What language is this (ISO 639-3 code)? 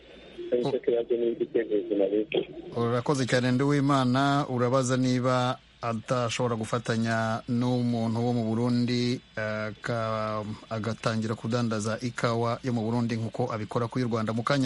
kin